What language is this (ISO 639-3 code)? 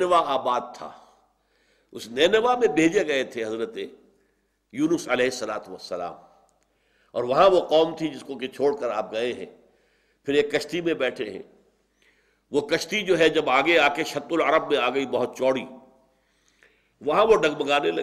urd